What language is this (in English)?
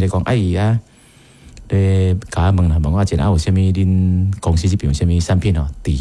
Min Nan Chinese